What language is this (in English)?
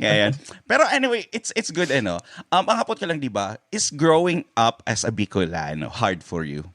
Bikol